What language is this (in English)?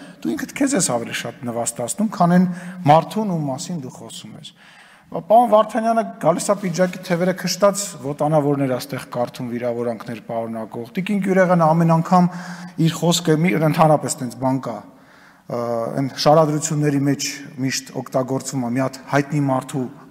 Armenian